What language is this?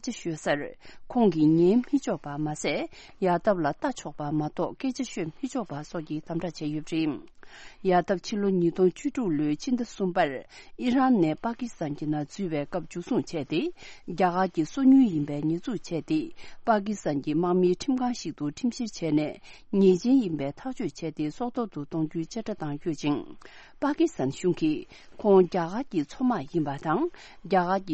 Tibetan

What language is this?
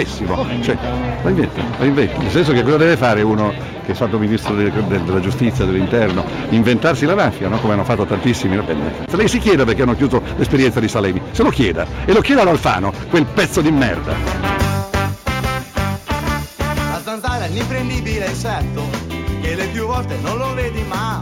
Italian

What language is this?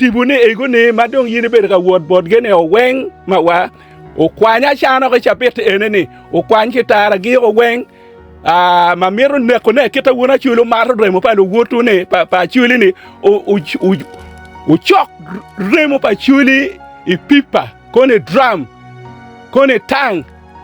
Acoli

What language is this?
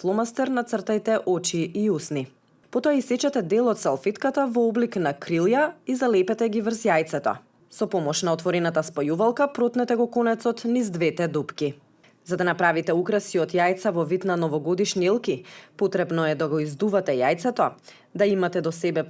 Macedonian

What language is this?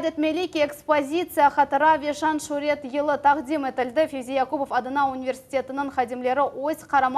Crimean Tatar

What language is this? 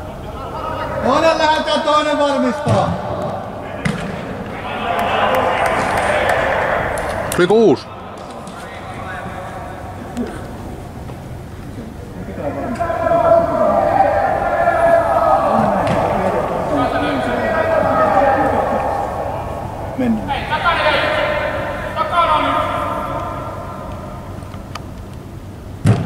Finnish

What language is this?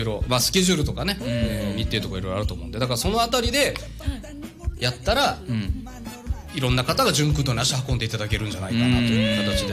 Japanese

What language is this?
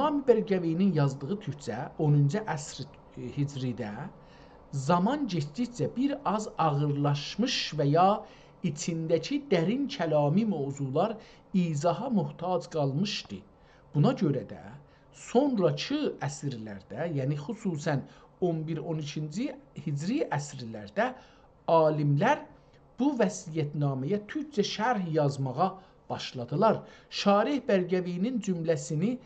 South Azerbaijani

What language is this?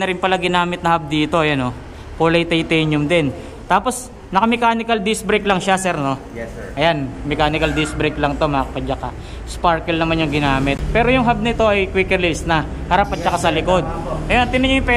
Filipino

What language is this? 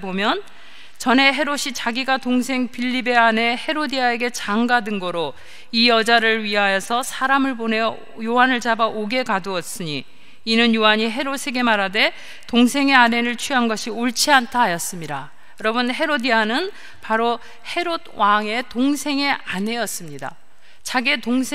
Korean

